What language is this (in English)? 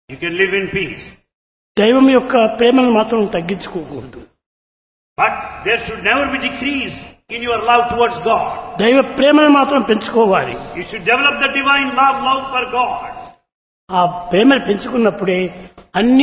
Telugu